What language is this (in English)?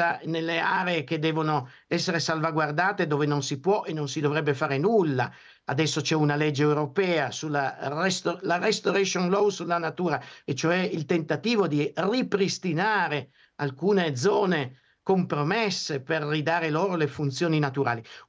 Italian